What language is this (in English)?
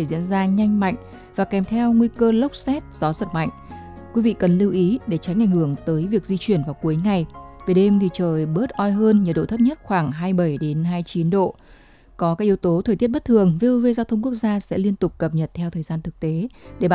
Vietnamese